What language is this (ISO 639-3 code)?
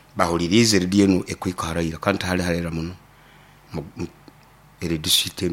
nyo